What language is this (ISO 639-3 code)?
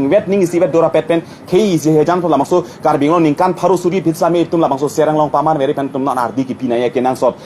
mjw